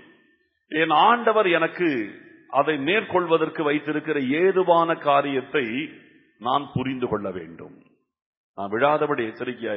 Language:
Tamil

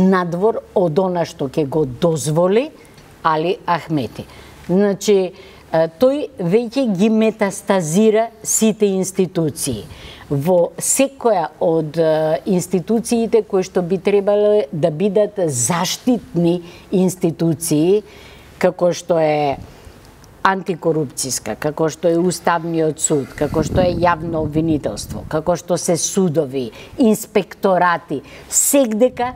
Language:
Macedonian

